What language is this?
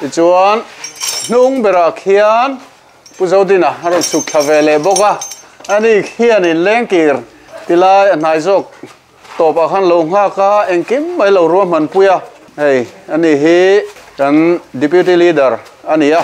Mizo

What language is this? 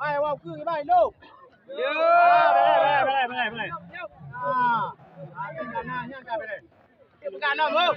Achinese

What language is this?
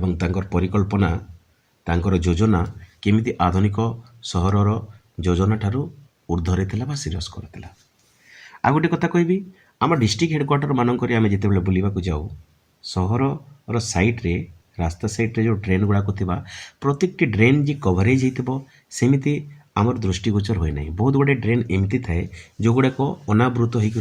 Odia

